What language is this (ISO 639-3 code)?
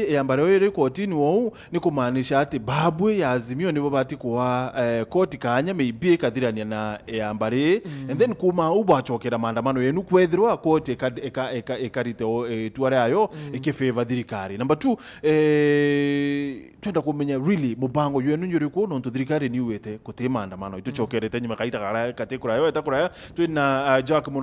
mer